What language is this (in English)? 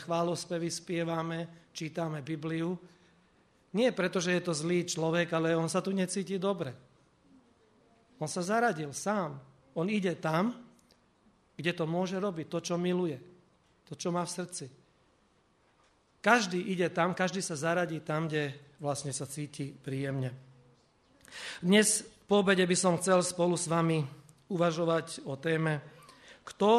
Slovak